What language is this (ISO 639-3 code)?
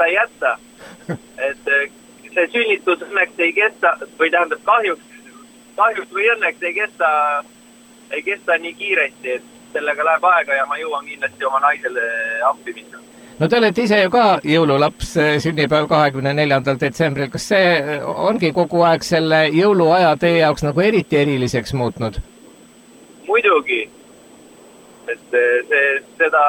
est